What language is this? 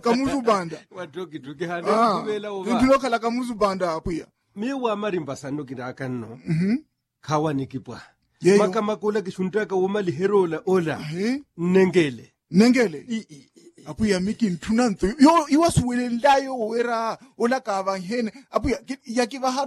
Makhuwa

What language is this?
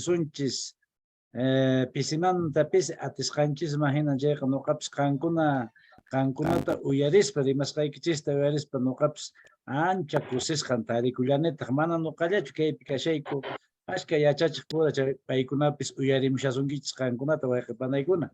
Quechua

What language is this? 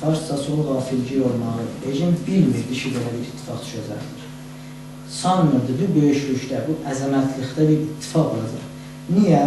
South Azerbaijani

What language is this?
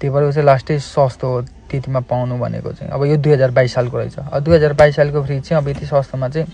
Nepali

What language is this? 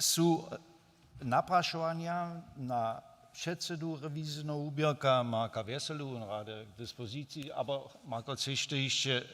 Upper Sorbian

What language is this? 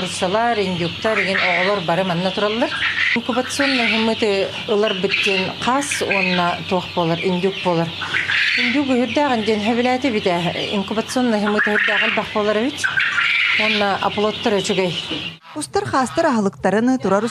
Yakut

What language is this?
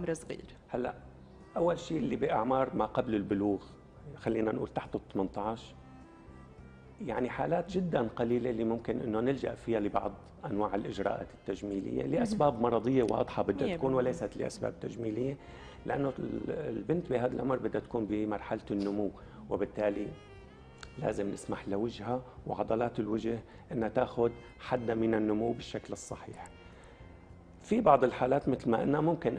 North Levantine Arabic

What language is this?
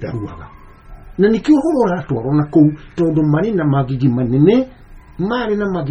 Kikuyu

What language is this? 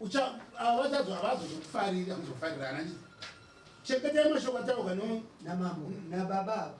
Shona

